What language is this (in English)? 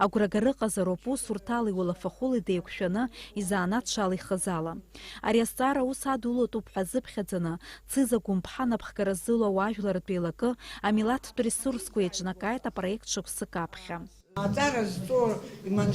Abkhazian